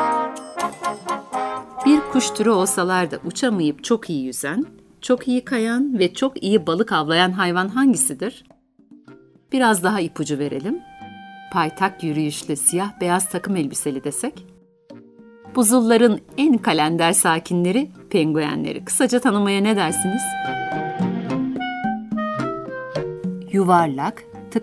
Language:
Turkish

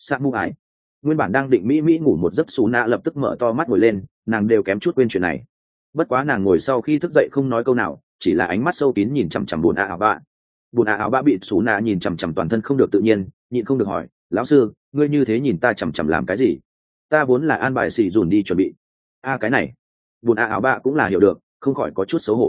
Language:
Vietnamese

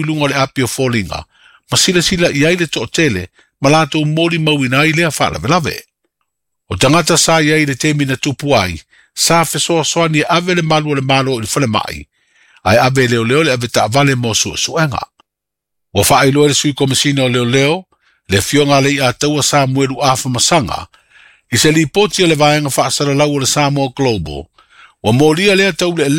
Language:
Samoan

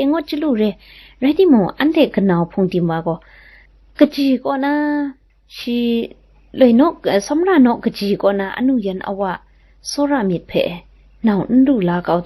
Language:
Kachin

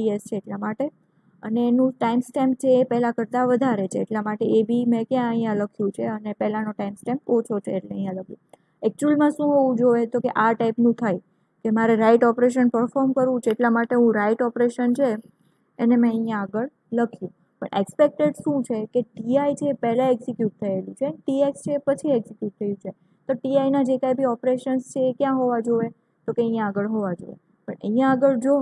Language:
Gujarati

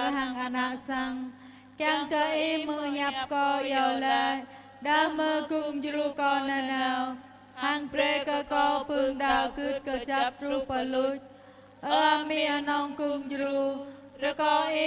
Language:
Jarai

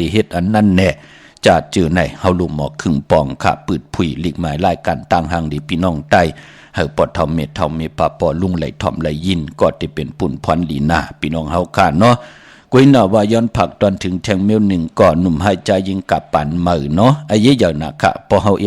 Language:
Shan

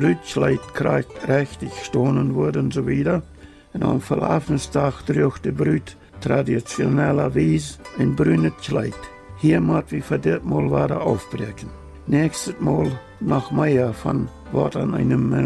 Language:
Plautdietsch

